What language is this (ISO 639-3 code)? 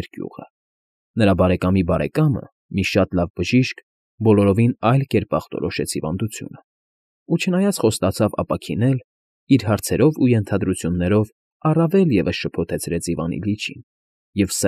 hye